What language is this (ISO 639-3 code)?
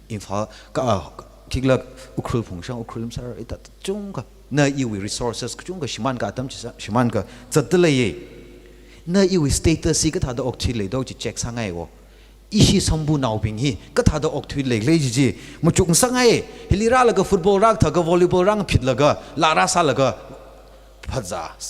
nmf